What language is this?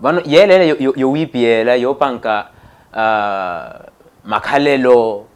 Makhuwa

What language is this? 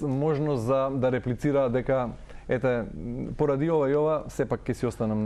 Macedonian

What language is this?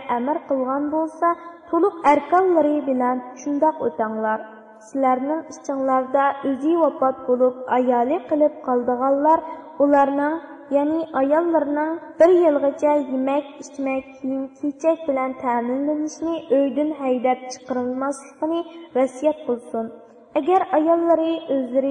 Uyghur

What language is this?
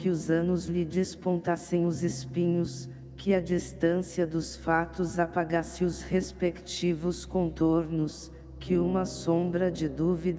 Portuguese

